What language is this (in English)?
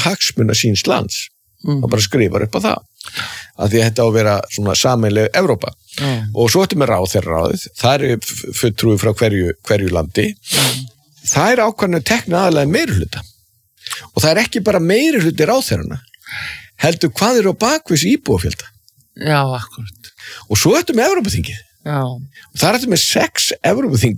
Icelandic